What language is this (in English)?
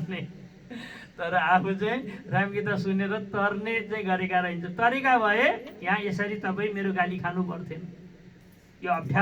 Nepali